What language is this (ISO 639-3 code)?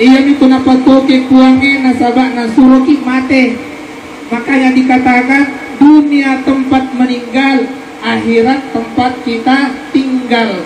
bug